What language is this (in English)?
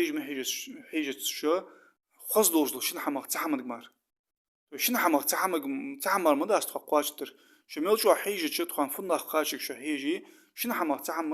Ingush